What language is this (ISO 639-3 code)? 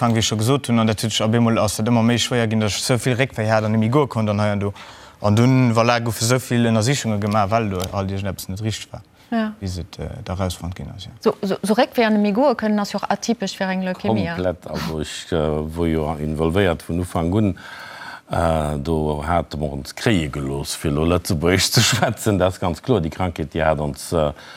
ltz